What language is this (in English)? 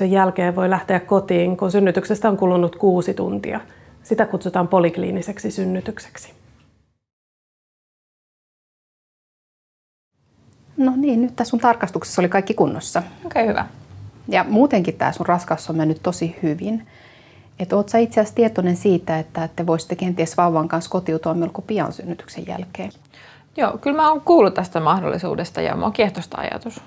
Finnish